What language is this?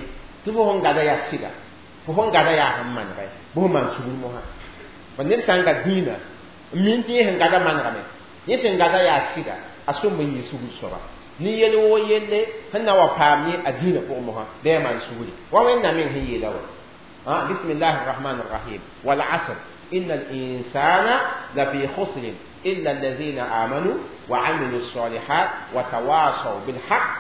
Mossi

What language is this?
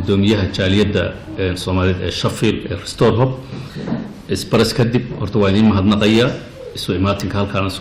Somali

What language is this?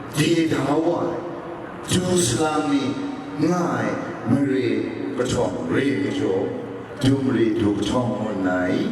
Kachin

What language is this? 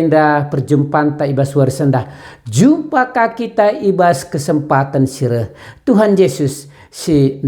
Batak Karo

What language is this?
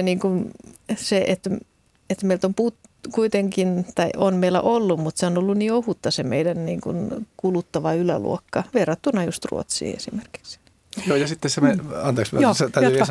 Finnish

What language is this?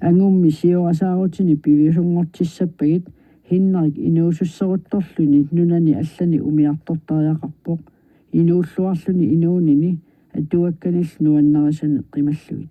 Kalaallisut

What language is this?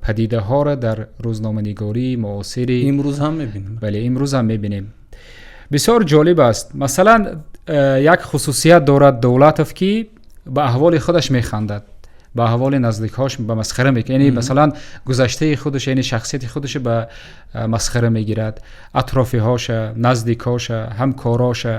Tajik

